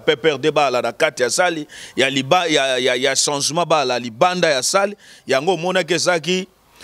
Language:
Lingala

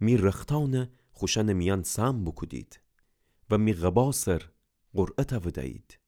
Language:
Gilaki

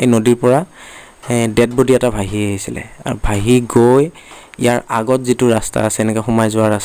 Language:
Assamese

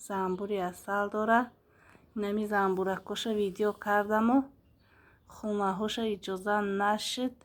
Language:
Tajik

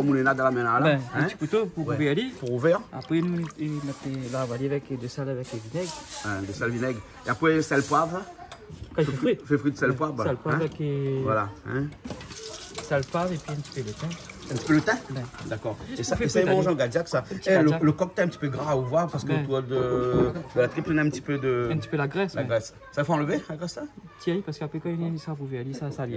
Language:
Réunion Creole French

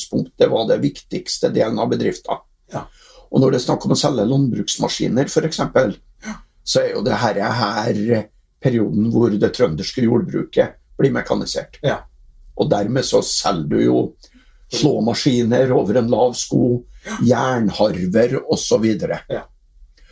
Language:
Norwegian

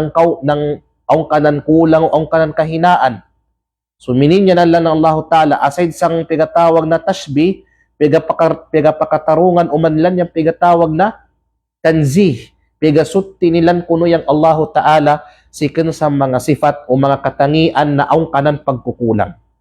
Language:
Kalagan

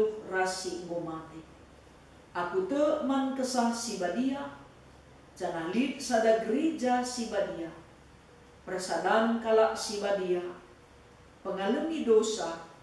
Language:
Batak Karo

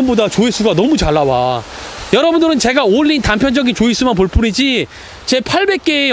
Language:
Korean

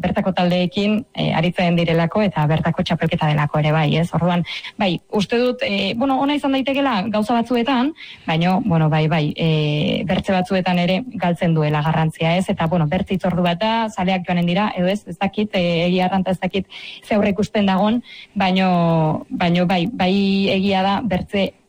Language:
Basque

